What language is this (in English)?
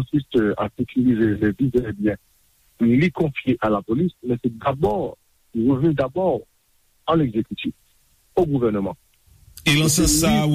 Haitian Creole